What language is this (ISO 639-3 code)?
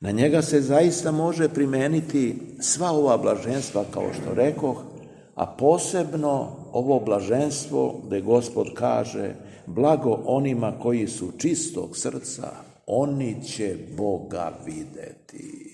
srp